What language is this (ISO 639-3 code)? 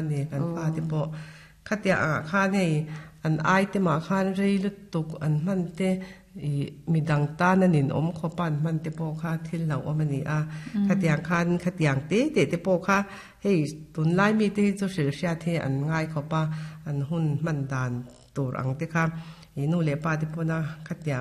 lus